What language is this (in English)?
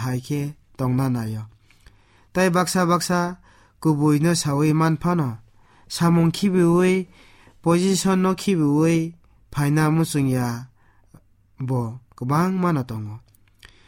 Kok Borok